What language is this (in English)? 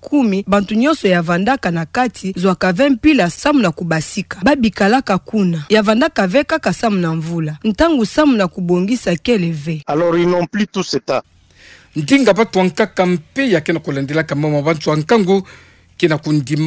Kituba (Democratic Republic of Congo)